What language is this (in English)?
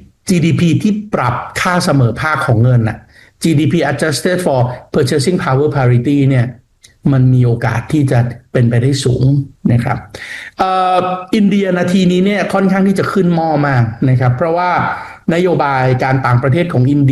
Thai